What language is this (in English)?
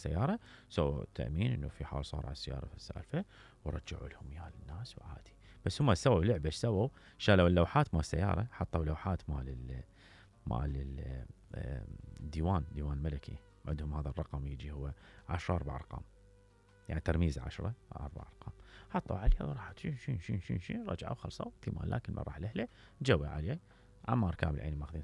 Mesopotamian Arabic